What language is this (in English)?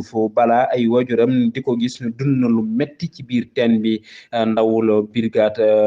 Wolof